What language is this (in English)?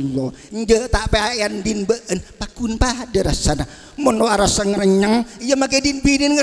Madurese